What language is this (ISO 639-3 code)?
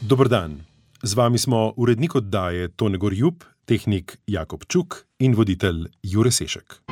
slv